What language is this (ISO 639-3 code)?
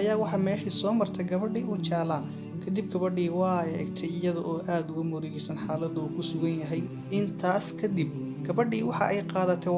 som